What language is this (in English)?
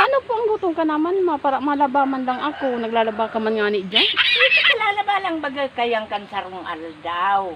Bikol